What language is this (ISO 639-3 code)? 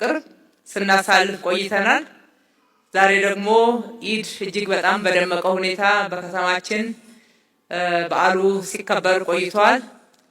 amh